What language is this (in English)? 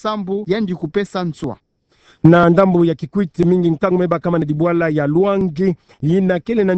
Kituba (Democratic Republic of Congo)